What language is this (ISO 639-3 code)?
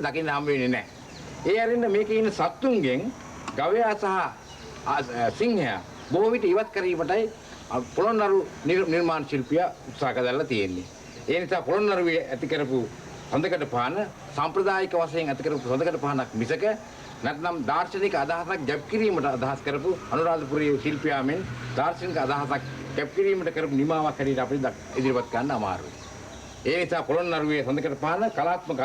sin